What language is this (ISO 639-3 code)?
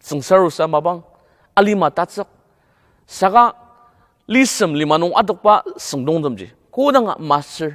njo